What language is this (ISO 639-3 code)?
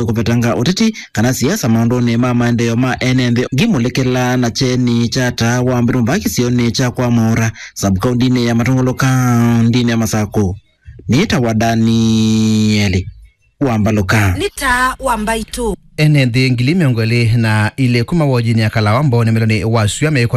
kam